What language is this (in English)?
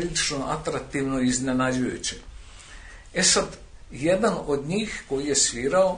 Serbian